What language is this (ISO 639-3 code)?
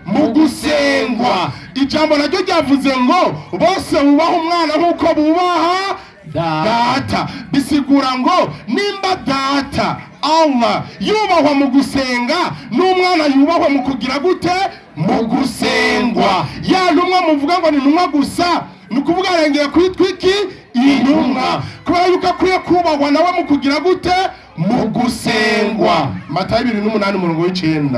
run